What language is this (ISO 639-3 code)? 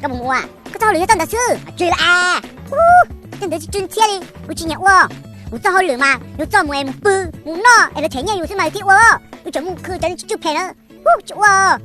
hmn